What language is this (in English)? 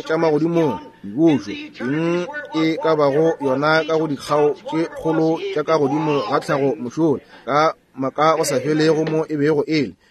Northern Sotho